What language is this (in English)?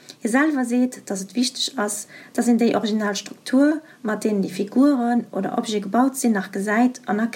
Luxembourgish